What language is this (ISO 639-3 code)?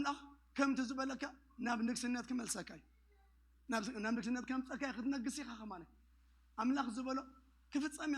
tir